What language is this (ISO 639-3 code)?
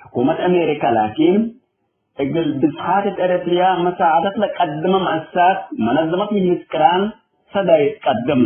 tig